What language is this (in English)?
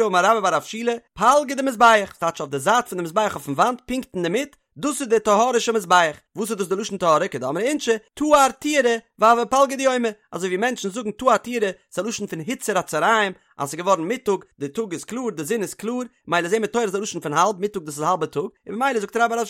Yiddish